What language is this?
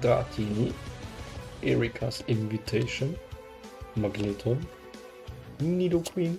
Luxembourgish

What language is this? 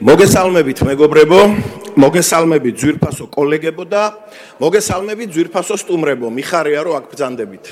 Georgian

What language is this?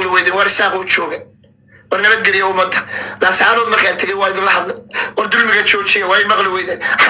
Somali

